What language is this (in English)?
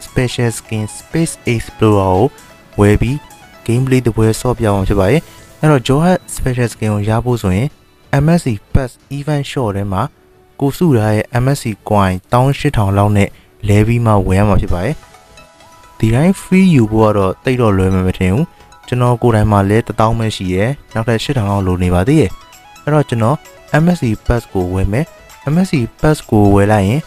Burmese